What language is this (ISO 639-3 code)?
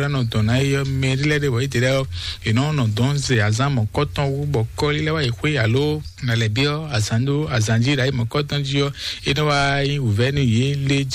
fon